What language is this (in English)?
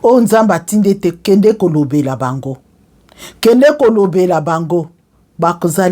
Lingala